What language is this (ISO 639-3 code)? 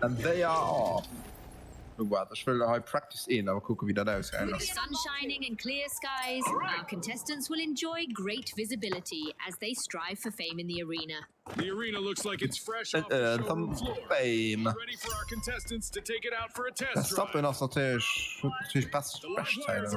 ltz